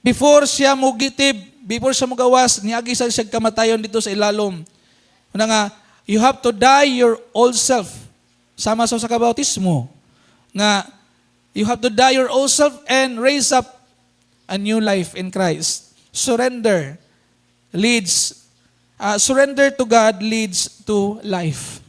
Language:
Cebuano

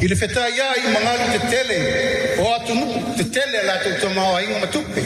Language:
Samoan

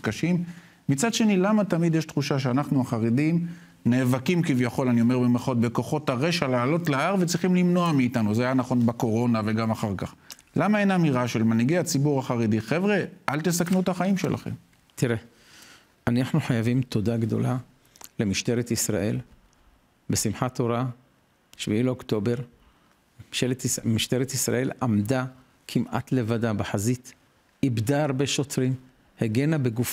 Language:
Hebrew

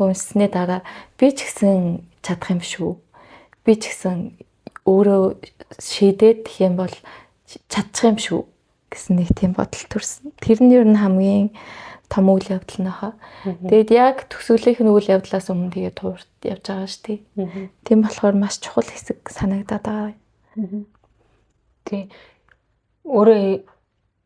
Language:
Mongolian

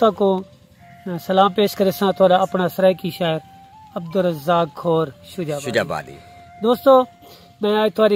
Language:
Saraiki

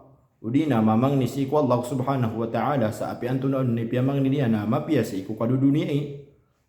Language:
Maranao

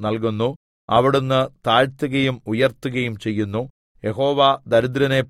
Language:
Malayalam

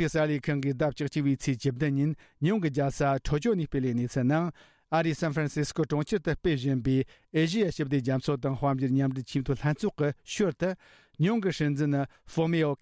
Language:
Tibetan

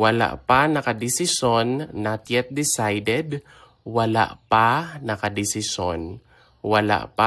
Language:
Hiligaynon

